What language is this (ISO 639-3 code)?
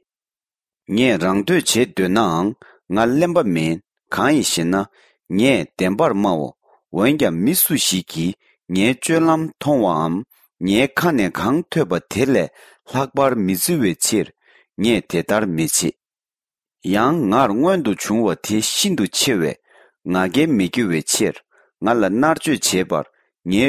bod